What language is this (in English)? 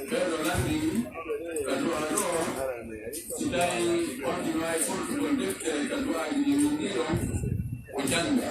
Pular